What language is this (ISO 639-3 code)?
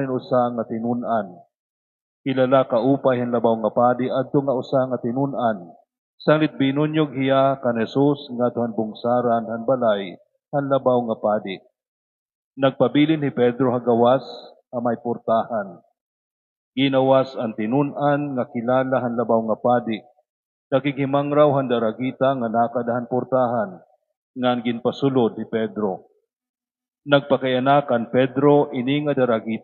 war